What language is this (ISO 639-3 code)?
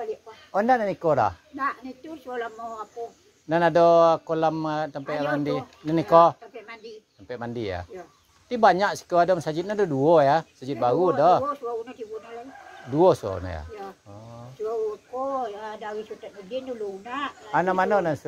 min